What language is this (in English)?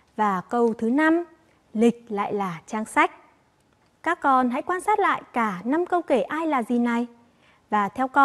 Vietnamese